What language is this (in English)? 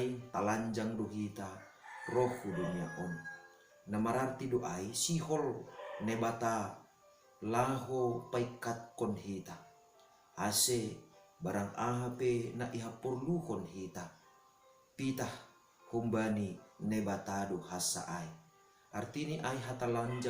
Batak Simalungun